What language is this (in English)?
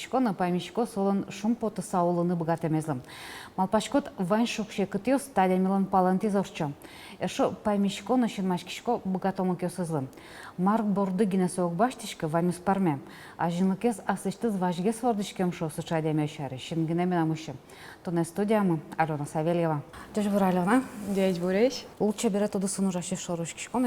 Udmurt